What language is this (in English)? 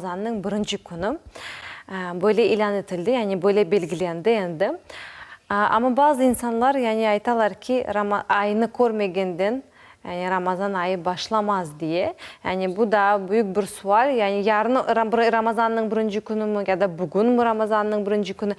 Crimean Tatar